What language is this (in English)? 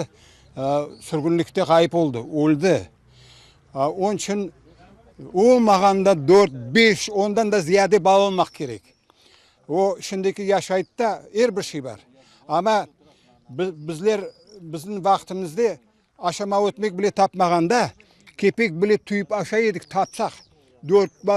Crimean Tatar